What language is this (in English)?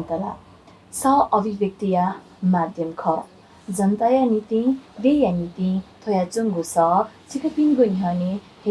Newari